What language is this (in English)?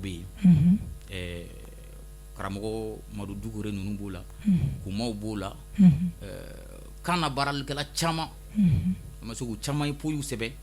Bambara